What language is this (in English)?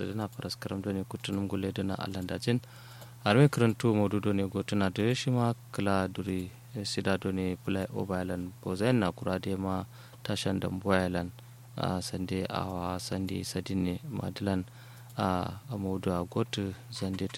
Kanuri